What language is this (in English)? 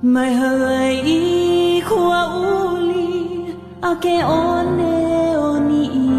Hawaiian